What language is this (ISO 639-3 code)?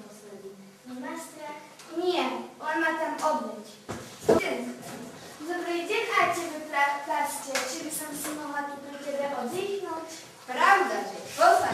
slk